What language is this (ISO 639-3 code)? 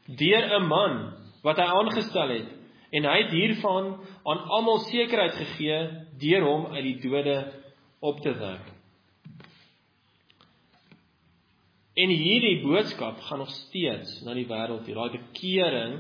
afr